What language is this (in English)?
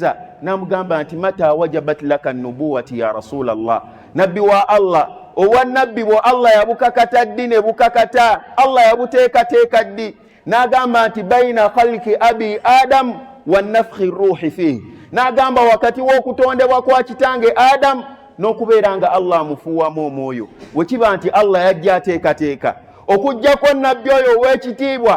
Ganda